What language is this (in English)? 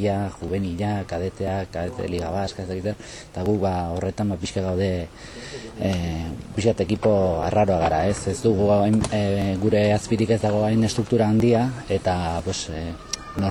Basque